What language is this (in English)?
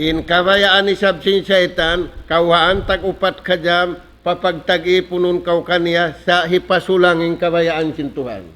Tausug